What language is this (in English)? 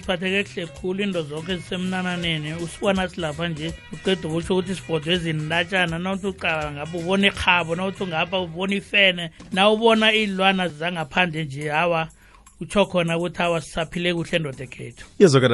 South Ndebele